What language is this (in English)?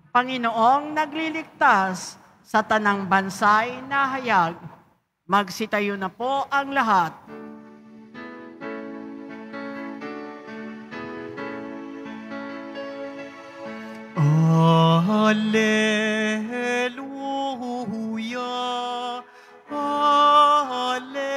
Filipino